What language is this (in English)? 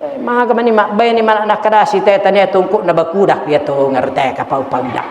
Buginese